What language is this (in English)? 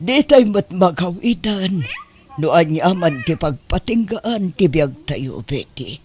Iloko